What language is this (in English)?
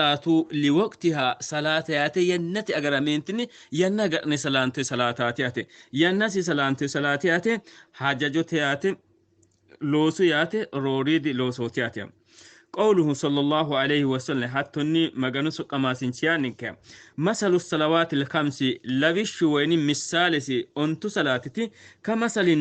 Sidamo